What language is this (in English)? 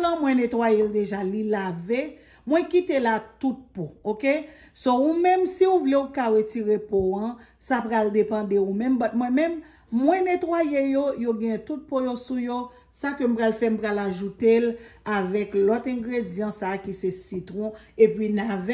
Haitian Creole